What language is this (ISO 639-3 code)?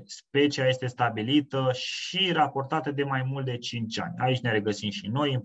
ron